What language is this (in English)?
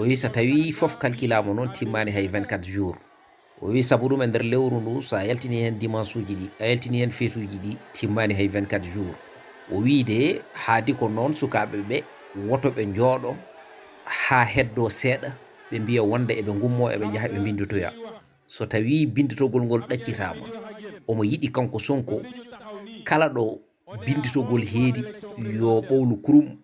Fula